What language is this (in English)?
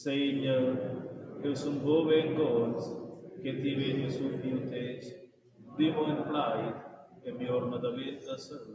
Romansh